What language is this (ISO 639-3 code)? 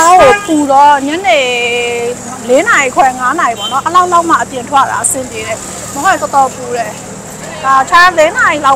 mya